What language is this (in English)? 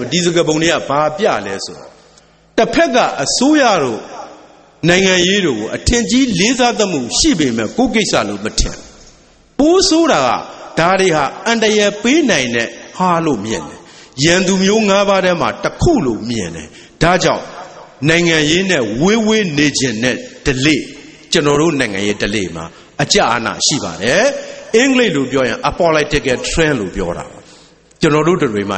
Burmese